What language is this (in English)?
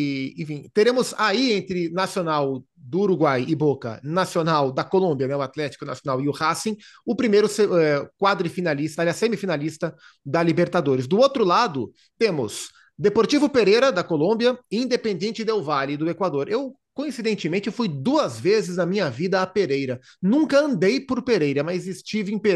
Portuguese